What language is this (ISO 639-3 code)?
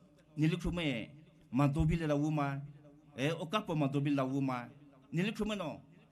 pmx